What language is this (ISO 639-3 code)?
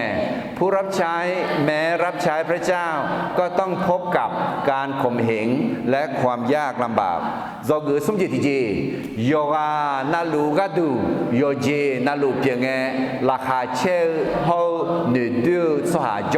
ahk